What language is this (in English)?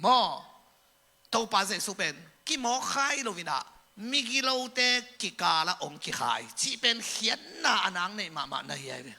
Tedim Chin